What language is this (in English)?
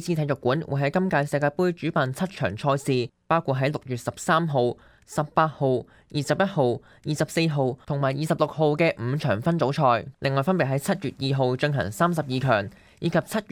Cantonese